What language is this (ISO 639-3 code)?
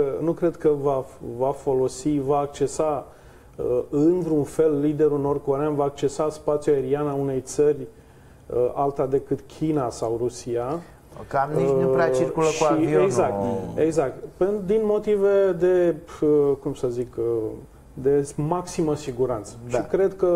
ron